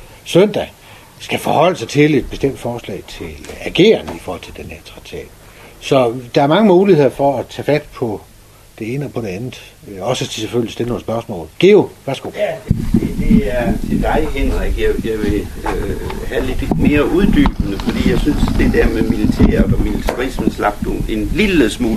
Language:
Danish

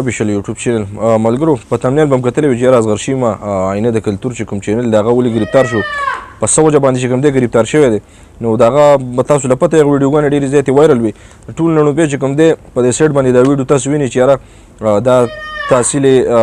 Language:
Pashto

